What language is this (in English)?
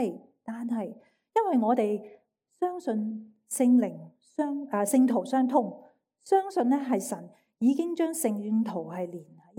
Cantonese